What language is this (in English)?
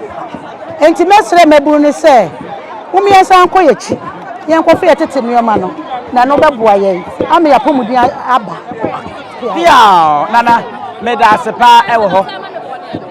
Akan